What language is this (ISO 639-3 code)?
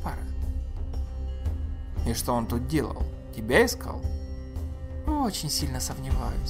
rus